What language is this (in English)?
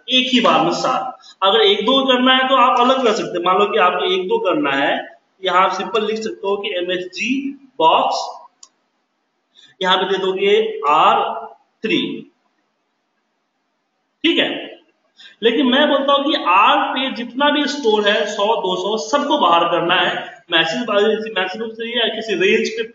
Hindi